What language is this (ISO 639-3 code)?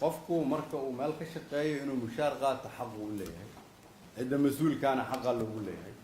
som